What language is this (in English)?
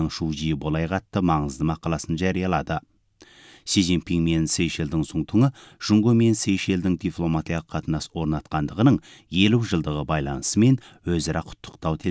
Kazakh